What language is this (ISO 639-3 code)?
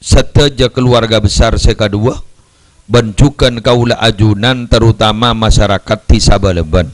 mad